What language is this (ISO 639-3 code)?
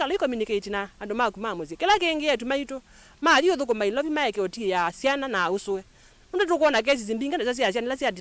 kam